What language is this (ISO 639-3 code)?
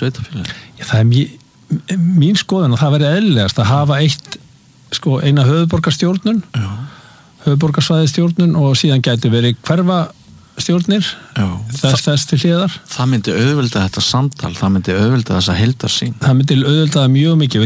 isl